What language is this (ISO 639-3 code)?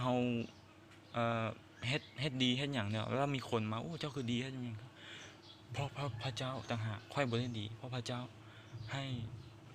lao